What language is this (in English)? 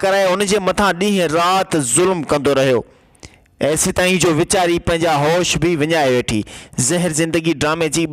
Sindhi